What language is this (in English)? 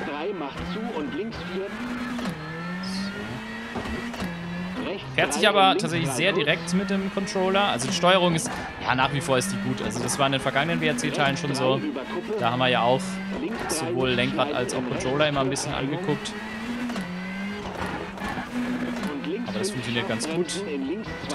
German